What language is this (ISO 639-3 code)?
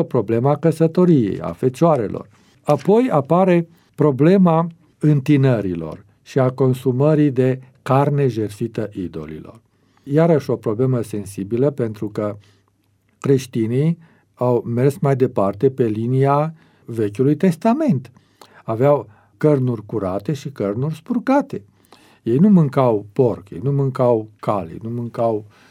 ron